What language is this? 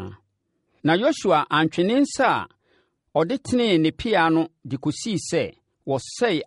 Akan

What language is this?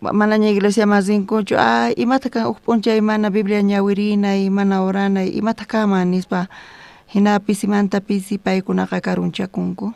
South Bolivian Quechua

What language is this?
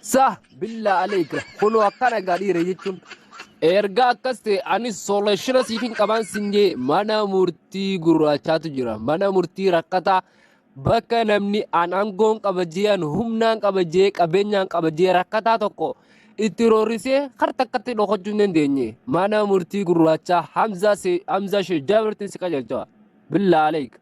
Oromo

